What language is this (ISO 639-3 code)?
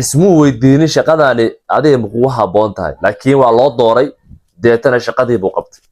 som